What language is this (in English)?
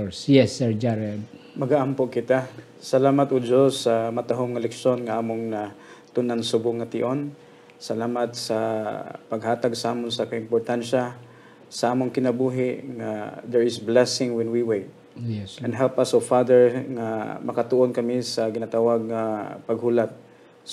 Hiligaynon